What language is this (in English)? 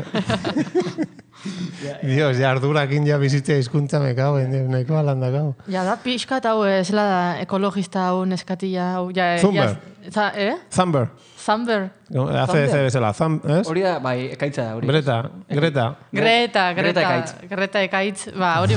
Basque